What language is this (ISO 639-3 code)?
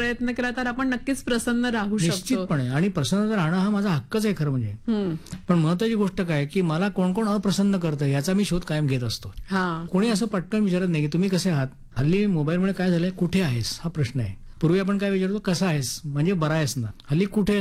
mar